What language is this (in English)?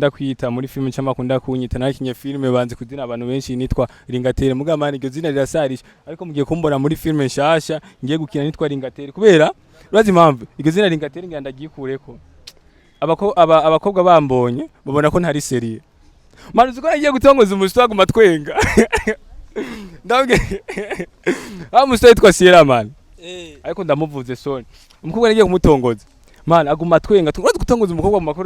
Rundi